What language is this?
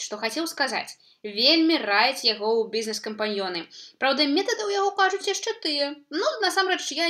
Belarusian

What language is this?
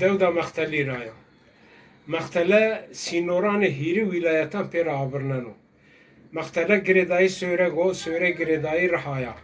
Zaza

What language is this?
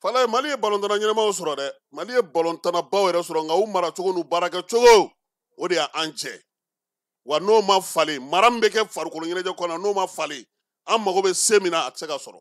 Bambara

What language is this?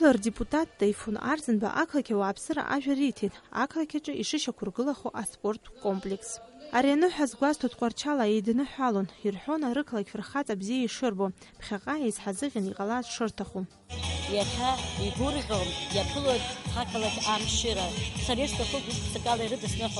Abkhazian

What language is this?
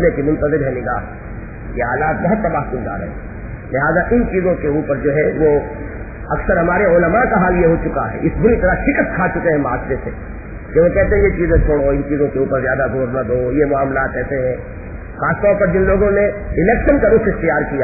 Urdu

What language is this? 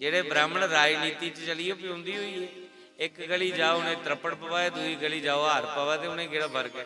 Dogri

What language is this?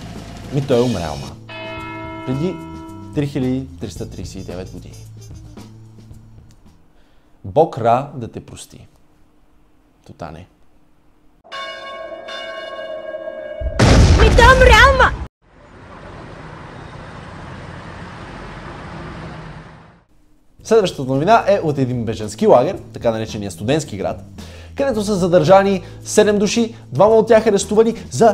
Bulgarian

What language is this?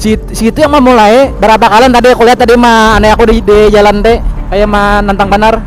Banjar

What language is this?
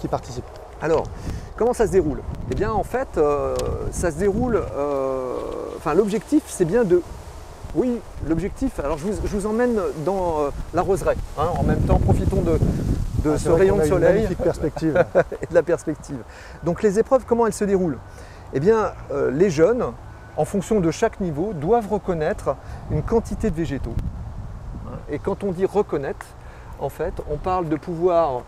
French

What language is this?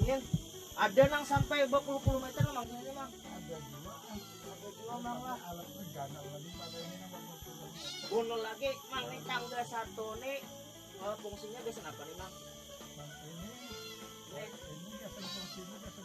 Banjar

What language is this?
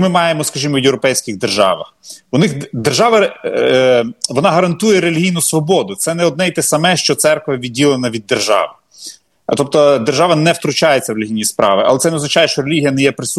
Ukrainian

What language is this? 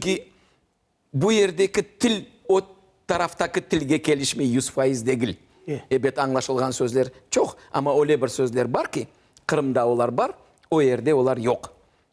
Crimean Tatar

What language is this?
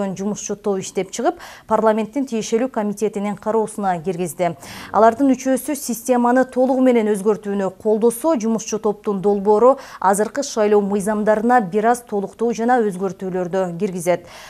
Kyrgyz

